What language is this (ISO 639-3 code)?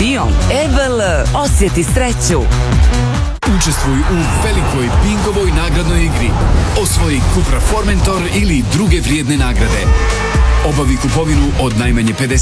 srp